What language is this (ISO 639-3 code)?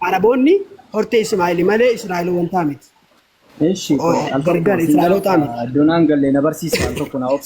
orm